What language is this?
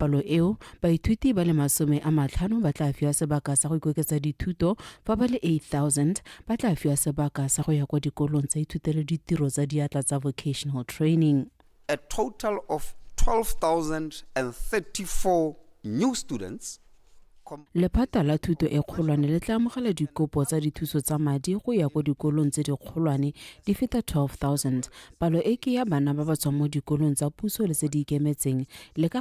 Tswana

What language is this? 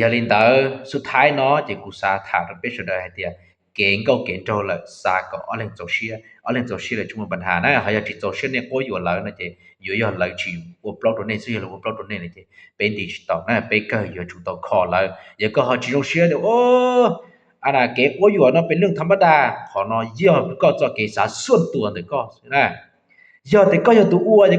Hmong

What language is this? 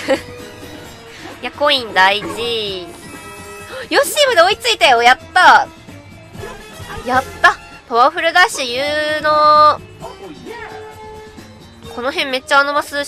Japanese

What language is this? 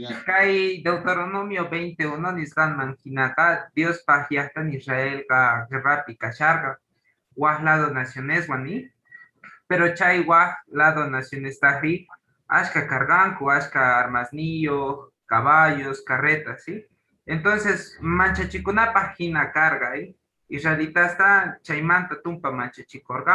Quechua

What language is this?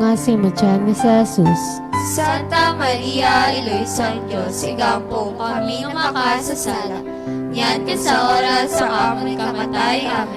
Hiligaynon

